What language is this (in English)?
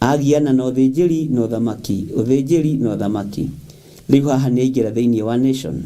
Kikuyu